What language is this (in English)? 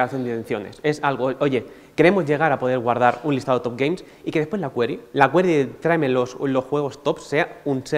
Spanish